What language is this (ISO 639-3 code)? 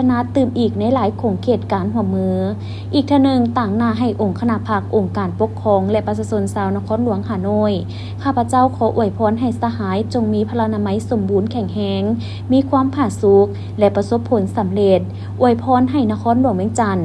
lao